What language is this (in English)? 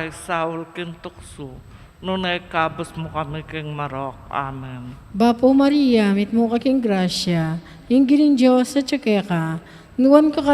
Pampanga